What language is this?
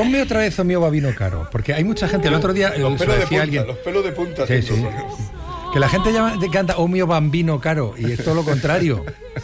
Spanish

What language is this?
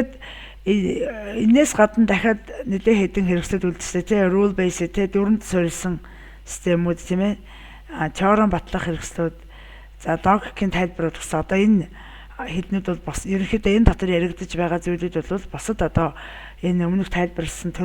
Mongolian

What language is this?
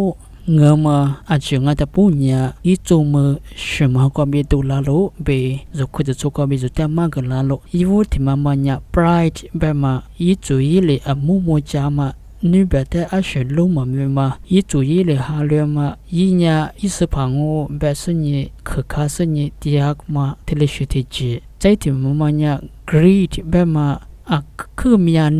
Lisu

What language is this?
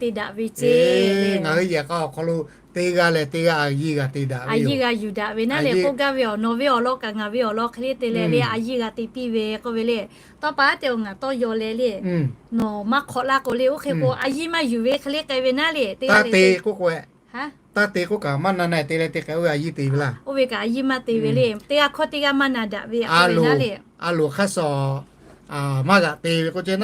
Lahu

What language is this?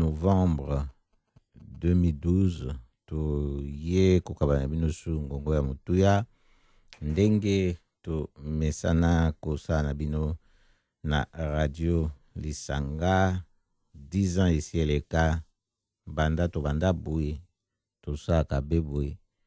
Lingala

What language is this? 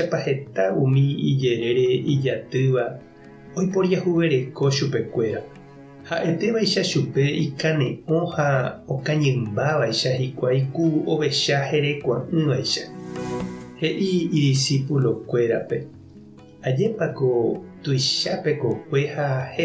Guarani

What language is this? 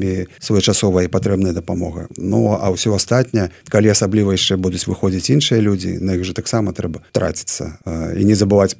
Belarusian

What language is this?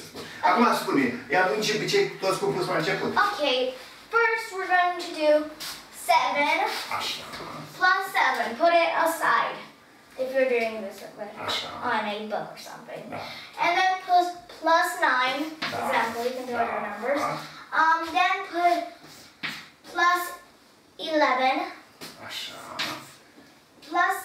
Romanian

